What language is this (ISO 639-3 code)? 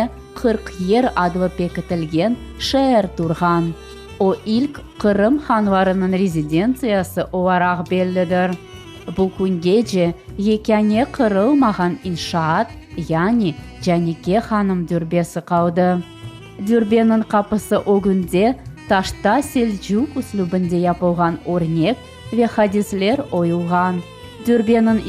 crh